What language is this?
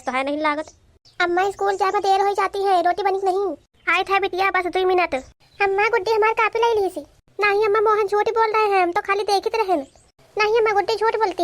Awadhi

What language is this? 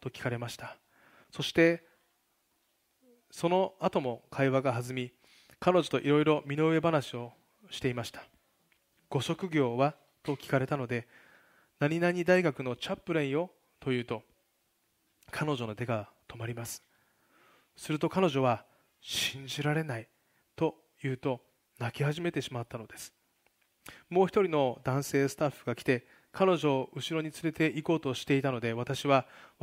Japanese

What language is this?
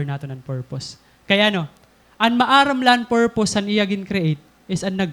Waray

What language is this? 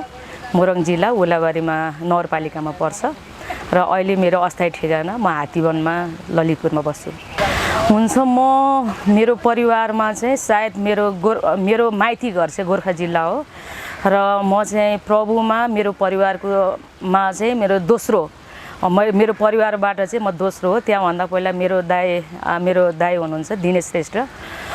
Nepali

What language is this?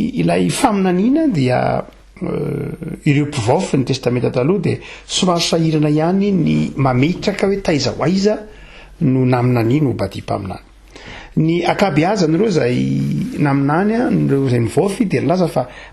Malagasy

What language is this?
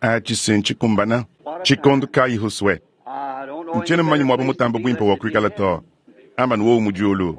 Luba-Lulua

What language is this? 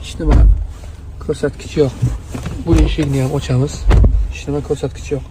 Uzbek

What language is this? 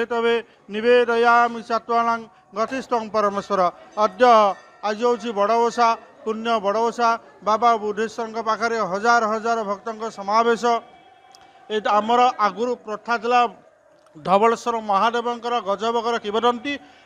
Odia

